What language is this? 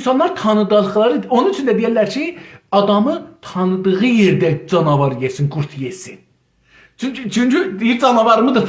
South Azerbaijani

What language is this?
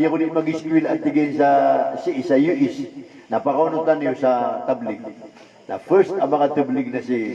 Maranao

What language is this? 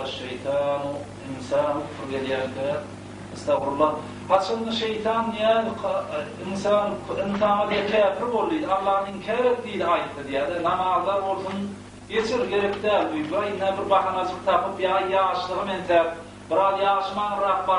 Turkmen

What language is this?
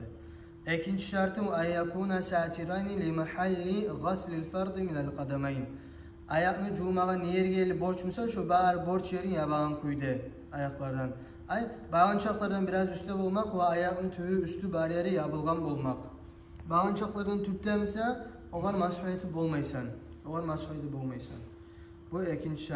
Kumyk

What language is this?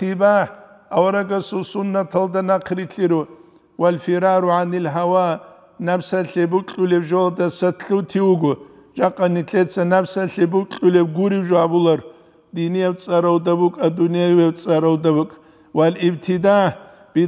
Avaric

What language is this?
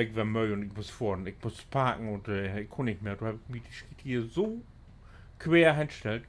Low German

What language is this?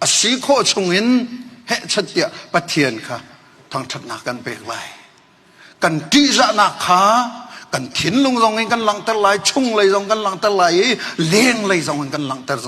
Hakha Chin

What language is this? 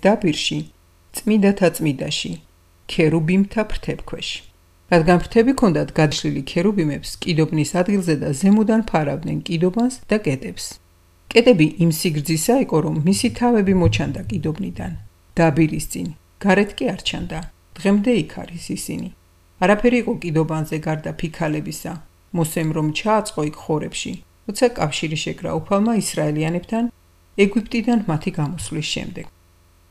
Georgian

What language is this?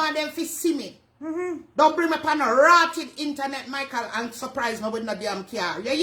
Jamaican Creole English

